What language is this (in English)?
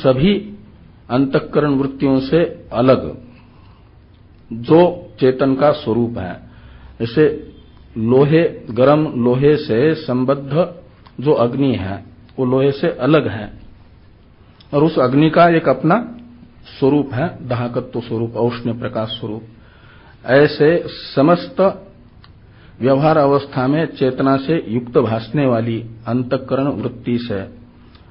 Hindi